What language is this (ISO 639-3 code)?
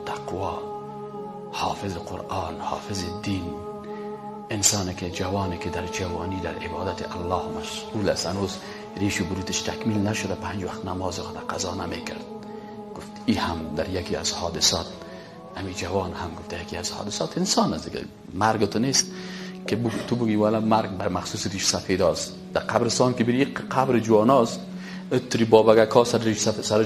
fas